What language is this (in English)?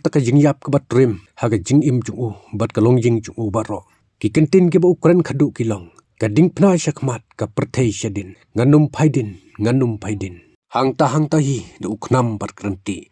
Khasi